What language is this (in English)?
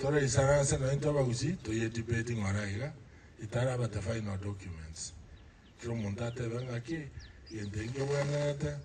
Gusii